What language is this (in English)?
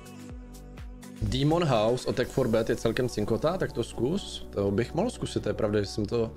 Czech